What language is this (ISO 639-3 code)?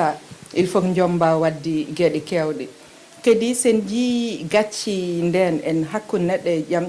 ful